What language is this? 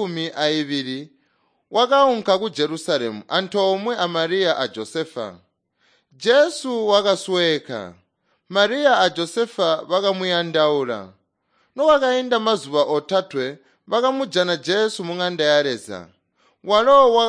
Tonga (Zambia)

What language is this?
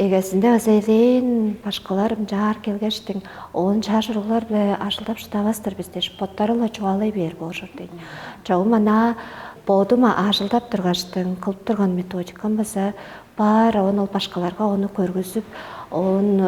Tuvinian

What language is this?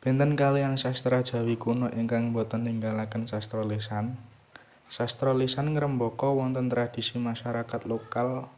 Javanese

